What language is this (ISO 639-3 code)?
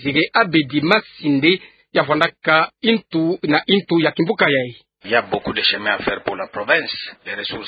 ktu